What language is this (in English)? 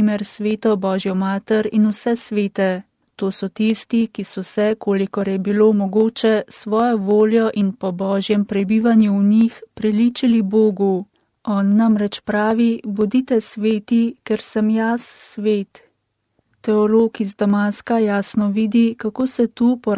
Slovenian